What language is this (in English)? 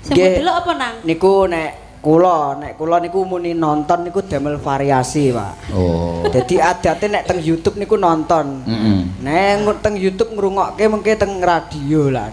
Javanese